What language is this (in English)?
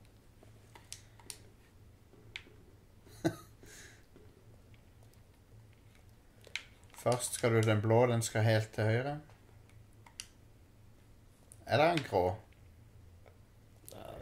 Norwegian